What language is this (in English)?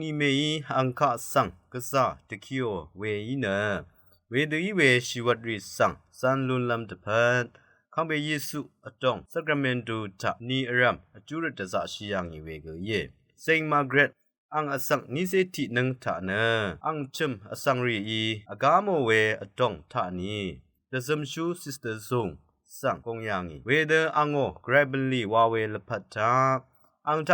Rawang